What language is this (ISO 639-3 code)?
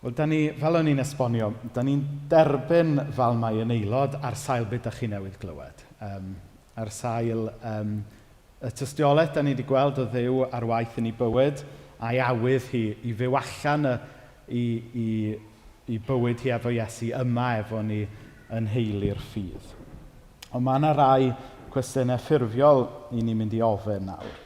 cym